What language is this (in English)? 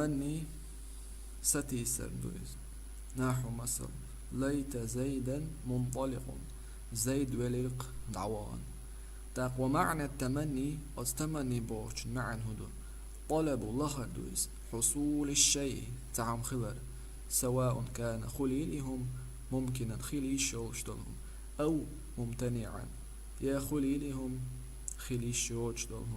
Chechen